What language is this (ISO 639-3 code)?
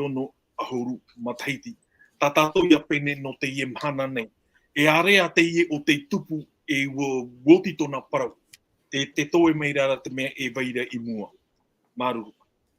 tah